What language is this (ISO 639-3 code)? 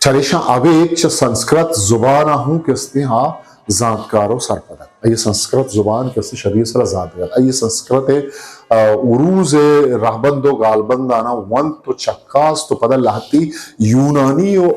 bgp